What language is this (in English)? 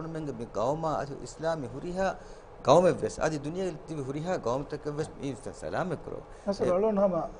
Divehi